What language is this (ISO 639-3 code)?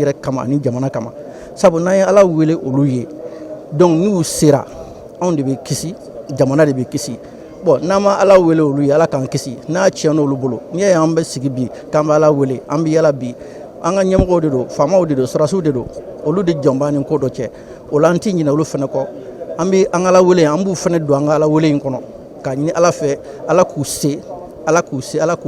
bam